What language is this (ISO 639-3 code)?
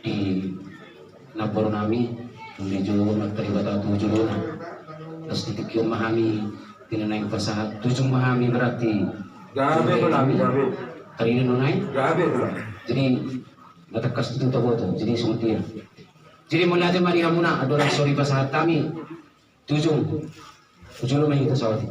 bbc